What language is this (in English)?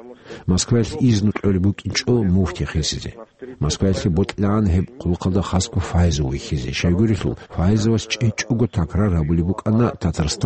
Avaric